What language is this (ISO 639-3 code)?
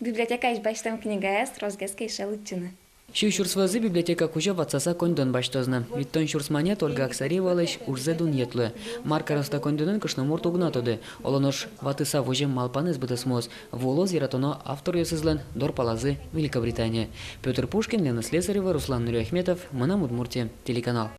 udm